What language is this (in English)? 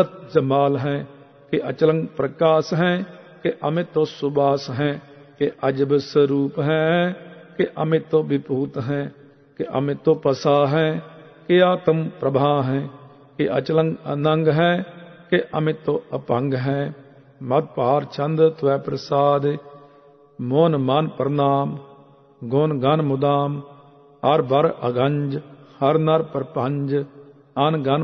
Punjabi